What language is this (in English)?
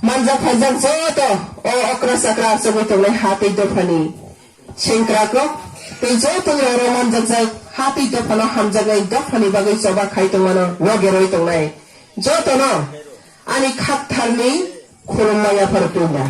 Kok Borok